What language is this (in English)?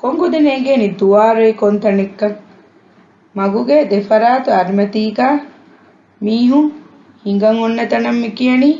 Divehi